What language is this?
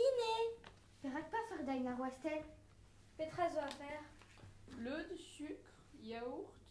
Breton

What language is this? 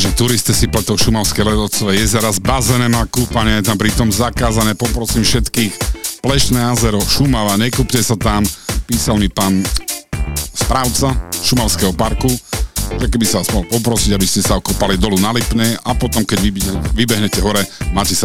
Slovak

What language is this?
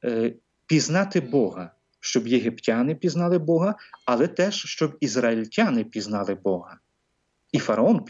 Ukrainian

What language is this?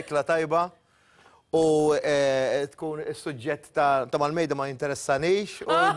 Maltese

